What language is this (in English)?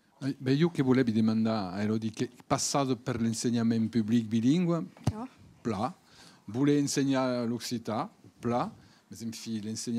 Occitan